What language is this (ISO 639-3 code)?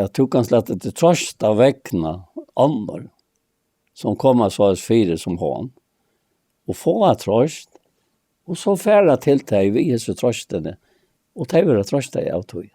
fao